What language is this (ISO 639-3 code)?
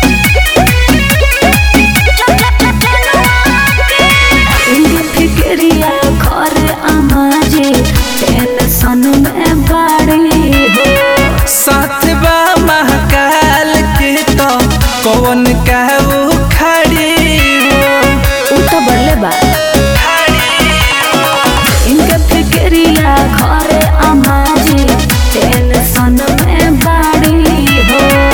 bho